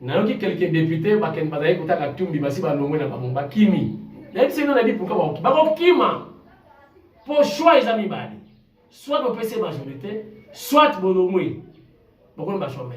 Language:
Lingala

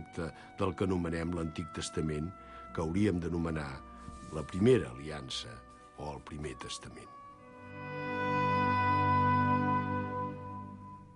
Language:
Catalan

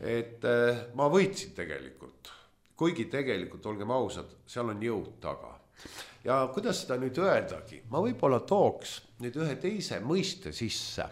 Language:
Estonian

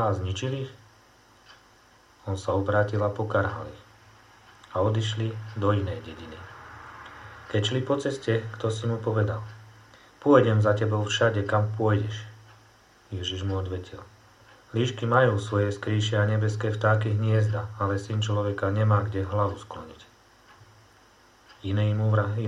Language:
Slovak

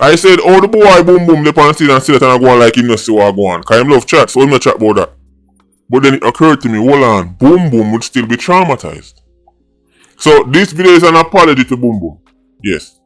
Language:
Jamaican Creole English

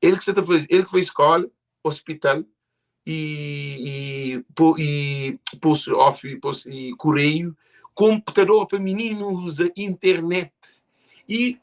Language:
Kabuverdianu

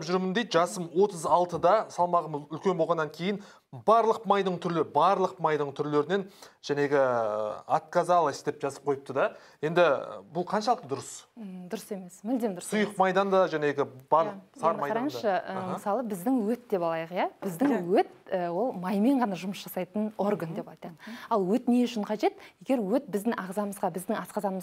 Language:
Kazakh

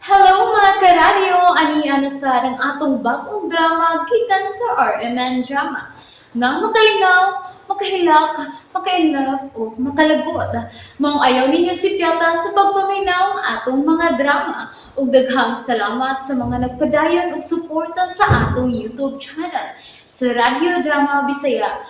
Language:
Cebuano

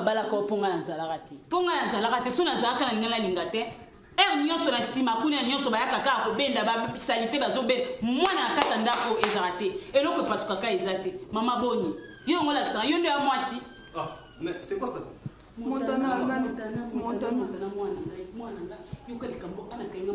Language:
Lingala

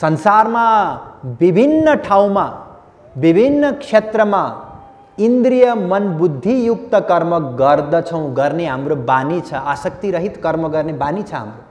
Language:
Nepali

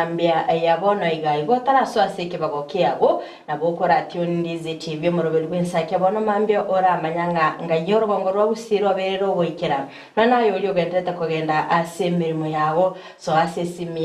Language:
Gusii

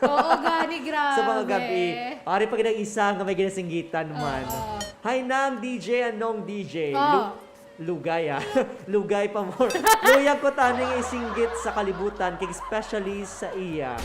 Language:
Hiligaynon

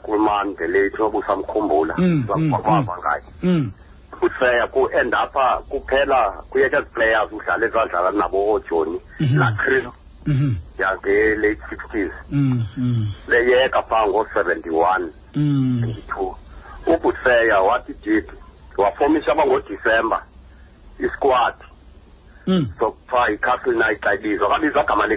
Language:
Xhosa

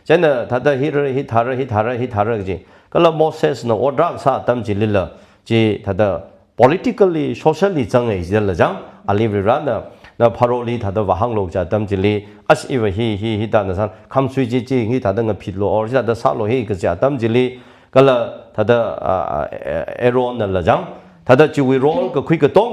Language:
Tangkhul Naga (India)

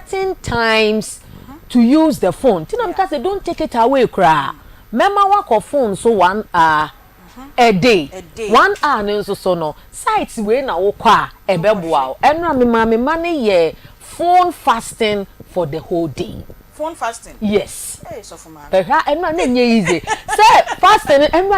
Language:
Akan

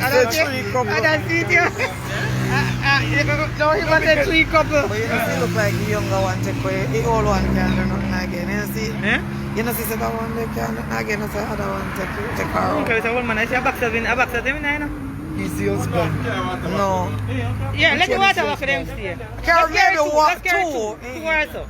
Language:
Jamaican Creole English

